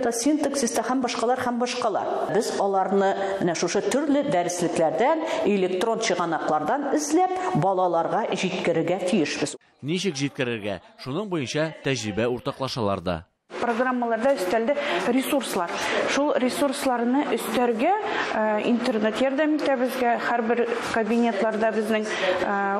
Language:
Tatar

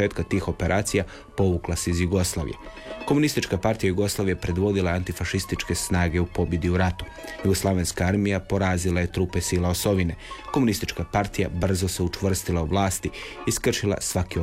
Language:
Croatian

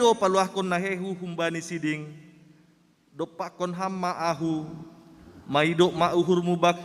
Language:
Batak Simalungun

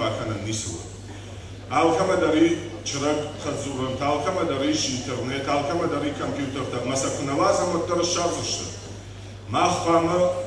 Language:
Ossetic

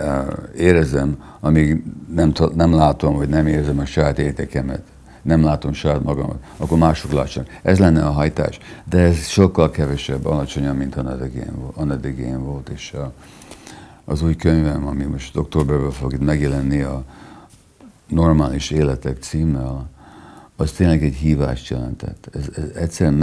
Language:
Hungarian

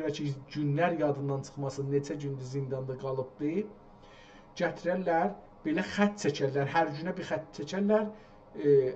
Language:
South Azerbaijani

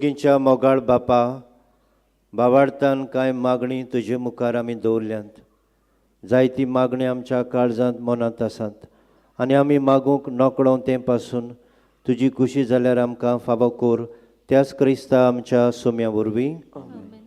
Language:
Konkani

